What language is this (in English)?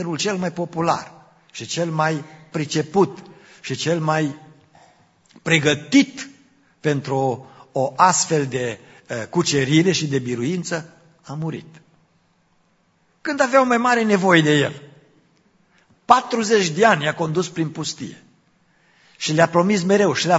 Romanian